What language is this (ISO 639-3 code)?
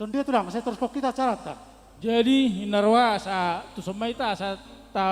bts